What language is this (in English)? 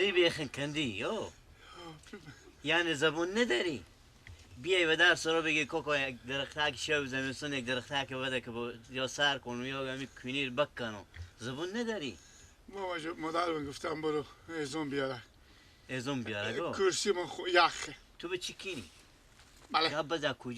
Persian